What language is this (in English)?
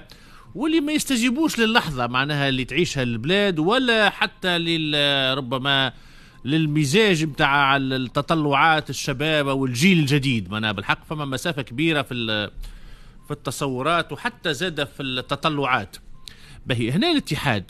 Tunisian Arabic